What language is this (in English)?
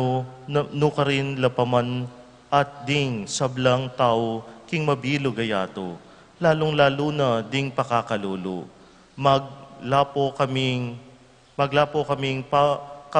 Pampanga